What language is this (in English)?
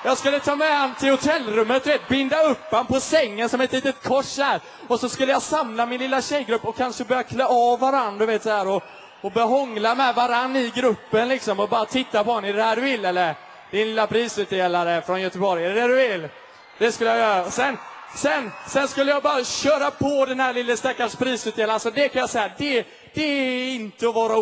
Swedish